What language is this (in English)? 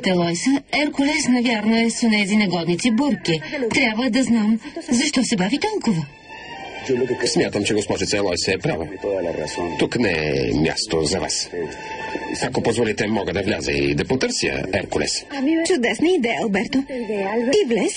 Bulgarian